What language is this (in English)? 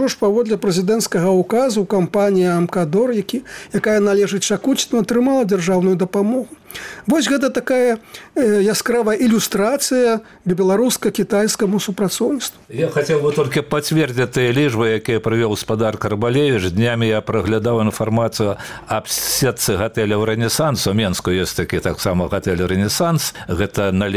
Belarusian